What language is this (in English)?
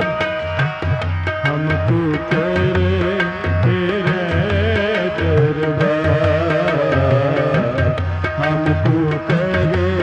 Hindi